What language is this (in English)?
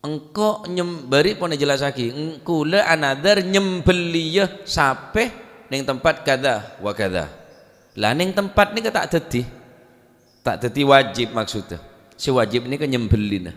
Madurese